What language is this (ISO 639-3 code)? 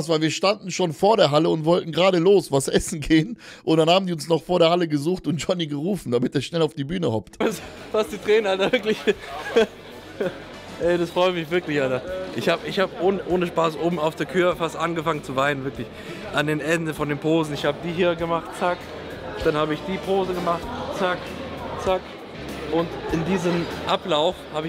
deu